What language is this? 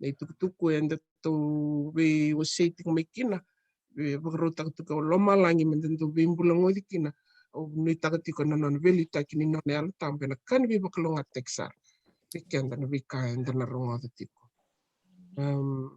Fijian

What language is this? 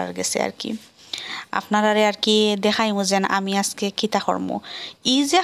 Sylheti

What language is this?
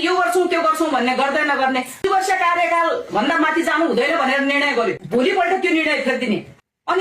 Nepali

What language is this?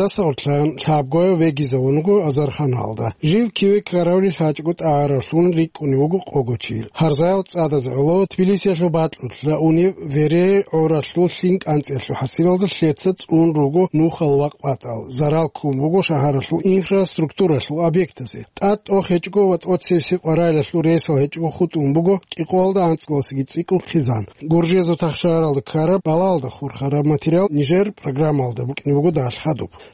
Avaric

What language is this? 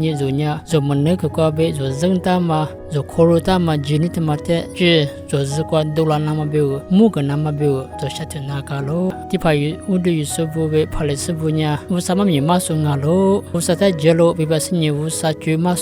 Lisu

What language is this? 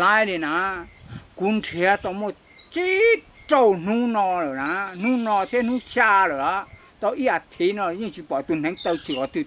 Hmong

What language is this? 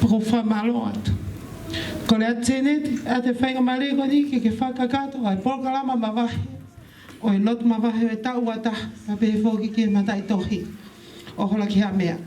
Tongan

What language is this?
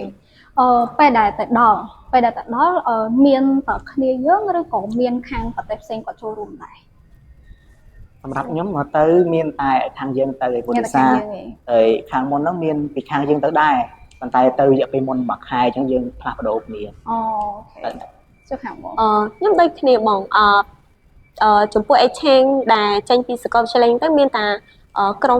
Khmer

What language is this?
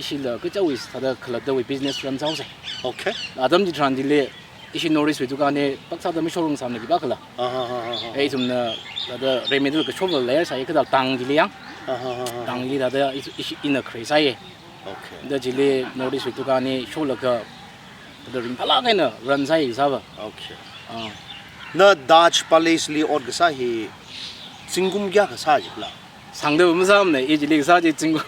Tangkhul Naga (India)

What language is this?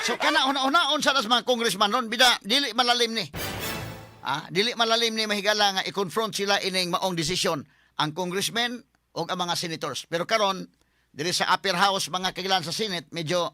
Cebuano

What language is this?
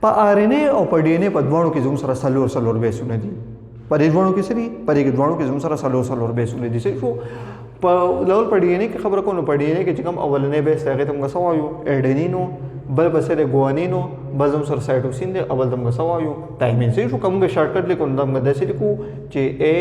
Pashto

